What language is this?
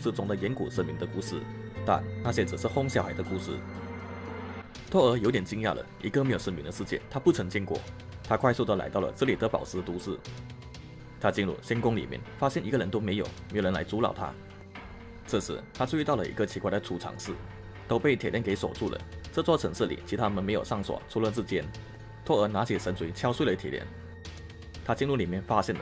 Chinese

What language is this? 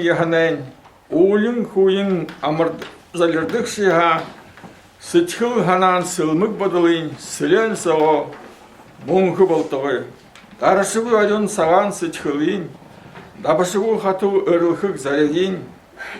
Buriat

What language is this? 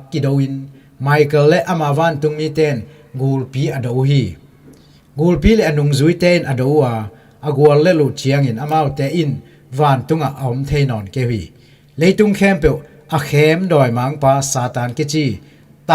Tedim Chin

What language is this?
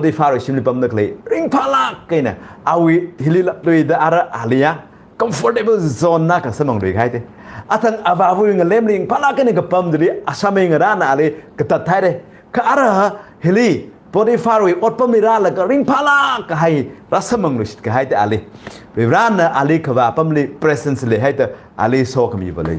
Tangkhul Naga (India)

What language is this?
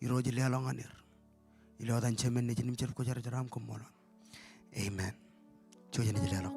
Marshallese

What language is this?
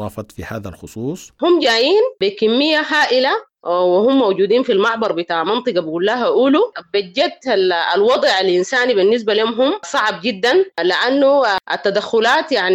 Sudanese Arabic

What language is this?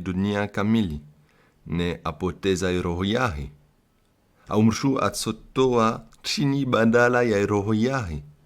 Comorian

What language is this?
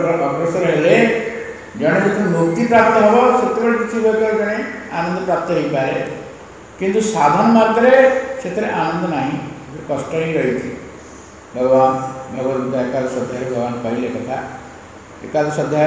Odia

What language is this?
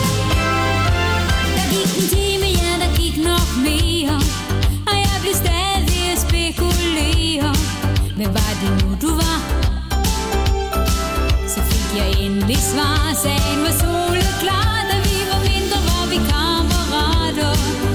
Danish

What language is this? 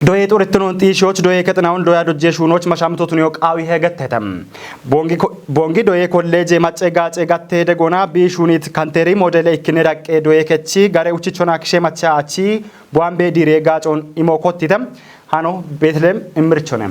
Kafa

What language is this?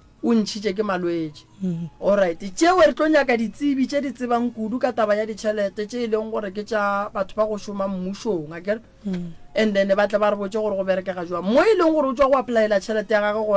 Northern Sotho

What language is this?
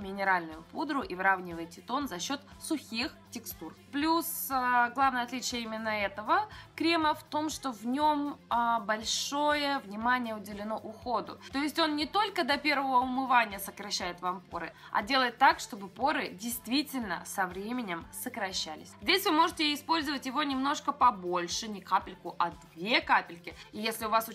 Russian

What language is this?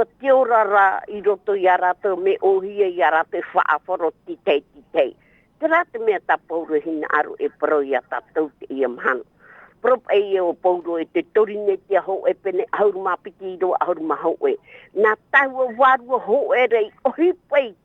Tahitian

